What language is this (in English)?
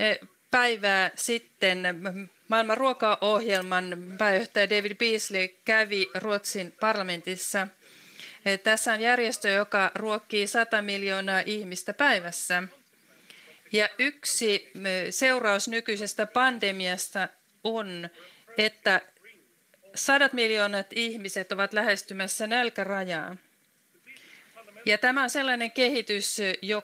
Finnish